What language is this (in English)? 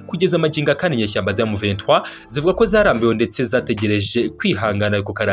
Kinyarwanda